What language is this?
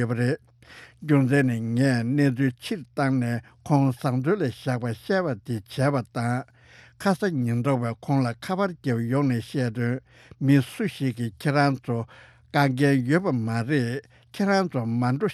Tibetan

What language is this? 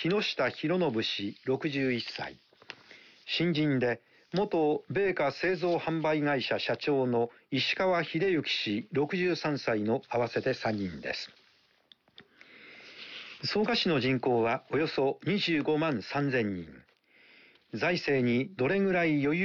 Japanese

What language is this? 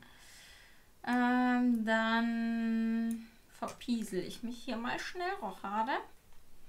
German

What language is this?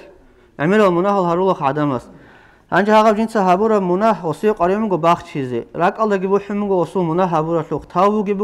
Avaric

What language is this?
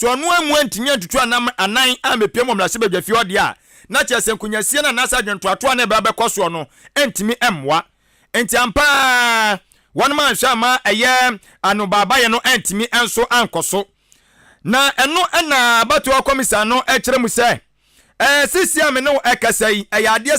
Akan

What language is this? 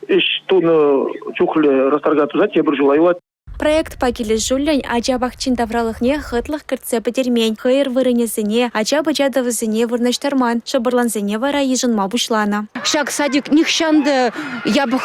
Chuvash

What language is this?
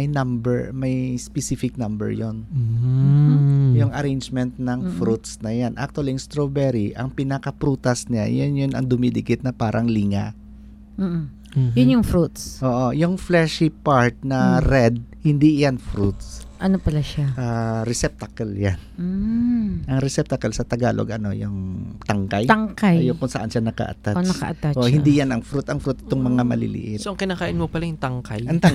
Filipino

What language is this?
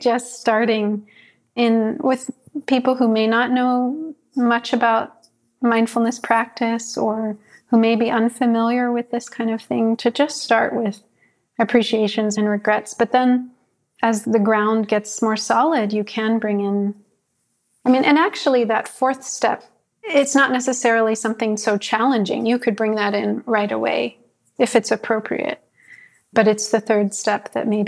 English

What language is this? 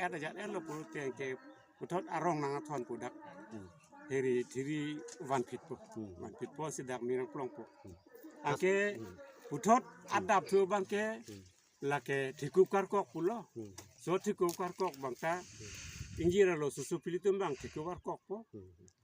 Karbi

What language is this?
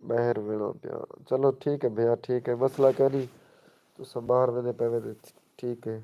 Saraiki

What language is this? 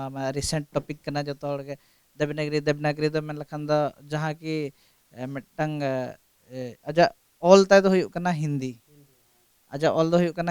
Santali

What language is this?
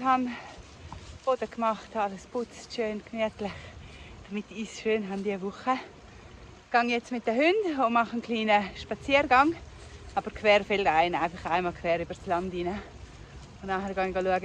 Swiss German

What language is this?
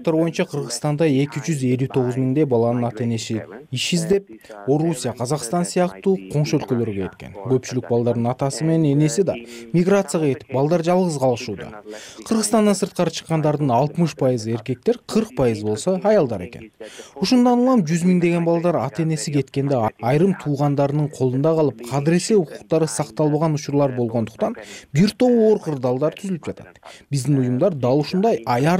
Kyrgyz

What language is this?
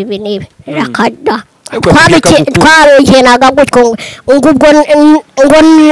Kinyarwanda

